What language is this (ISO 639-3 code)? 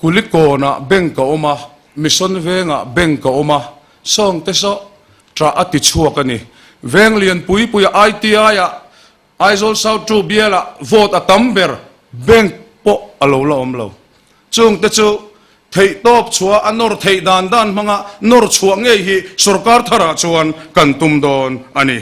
lus